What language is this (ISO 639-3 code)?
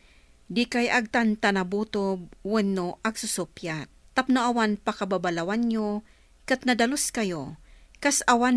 ilo